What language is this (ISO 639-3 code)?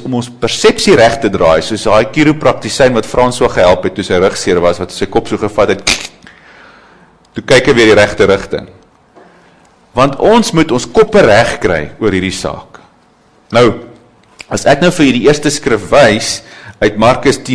afr